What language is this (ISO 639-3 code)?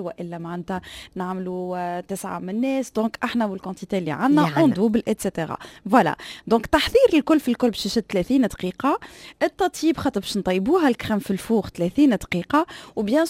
aeb